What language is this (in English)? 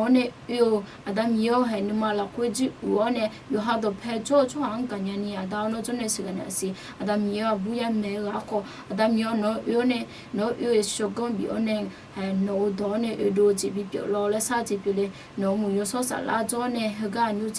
Akha